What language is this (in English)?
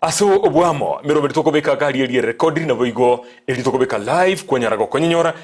Gusii